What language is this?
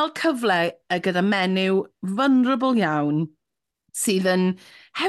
Welsh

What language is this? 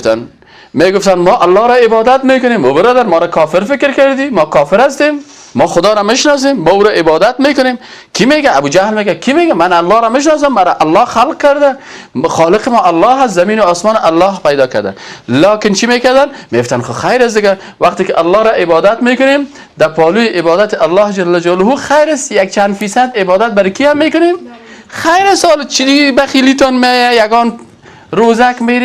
Persian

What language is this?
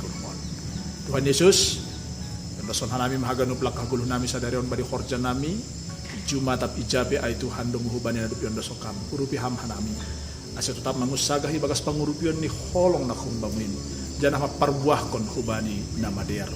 Batak Simalungun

